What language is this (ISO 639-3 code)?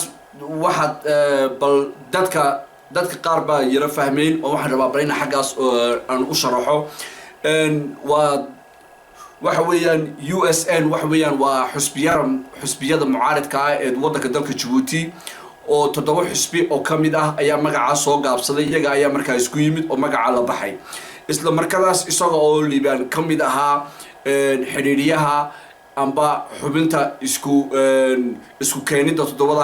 som